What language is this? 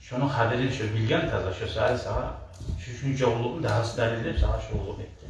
Kumyk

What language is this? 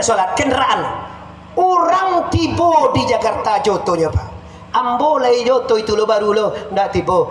Minangkabau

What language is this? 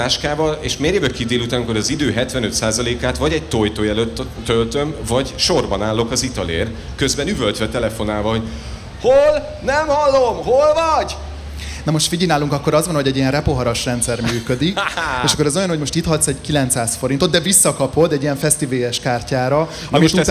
Hungarian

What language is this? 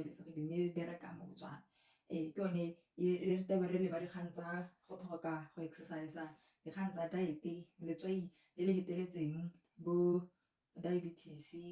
Tswana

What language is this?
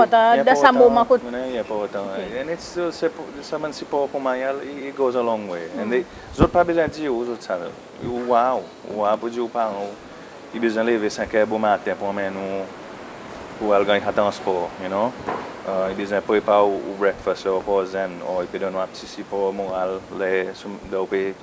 Seselwa Creole French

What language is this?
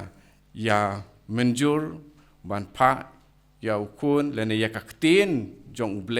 Khasi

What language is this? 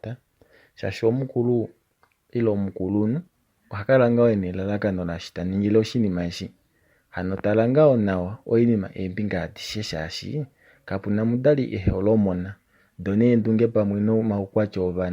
Kuanyama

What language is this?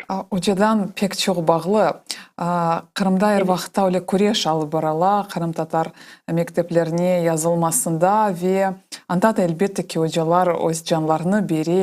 Crimean Tatar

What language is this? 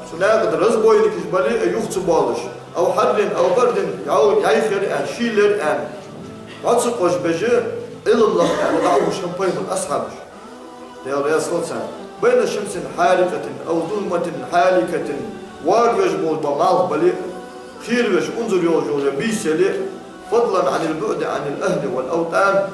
Ingush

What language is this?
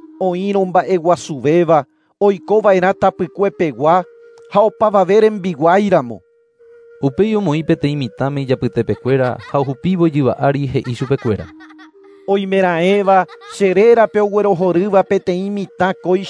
Guarani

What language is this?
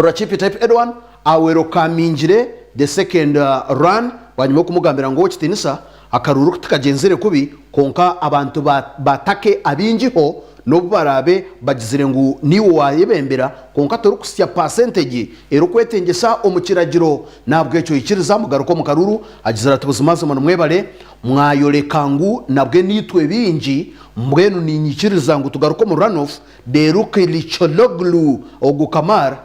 Nyankole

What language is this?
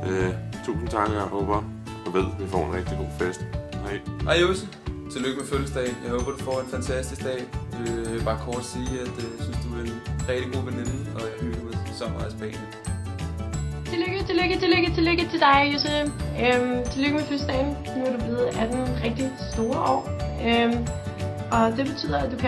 Danish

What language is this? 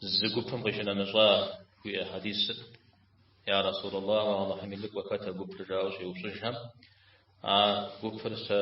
Kabardian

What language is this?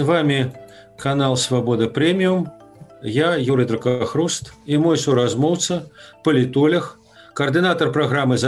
Belarusian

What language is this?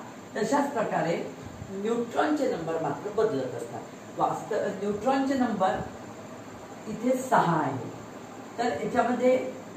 Marathi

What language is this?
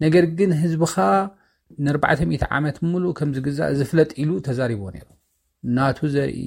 Tigrinya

